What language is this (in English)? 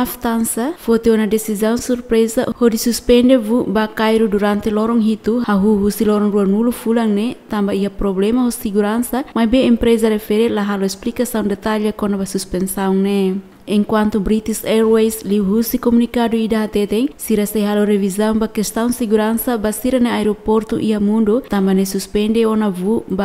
Tetum